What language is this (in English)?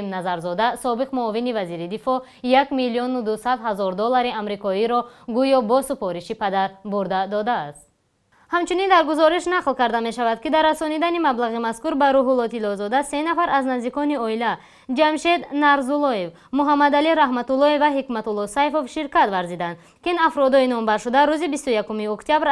Tajik